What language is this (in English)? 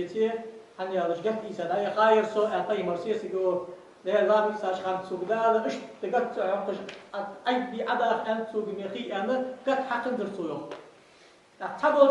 Ingush